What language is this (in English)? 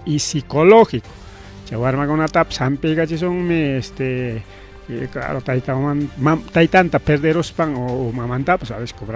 Ayacucho Quechua